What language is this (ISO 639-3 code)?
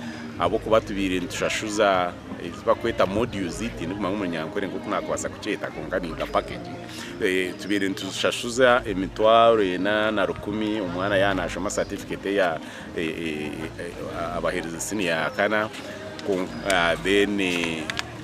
nyn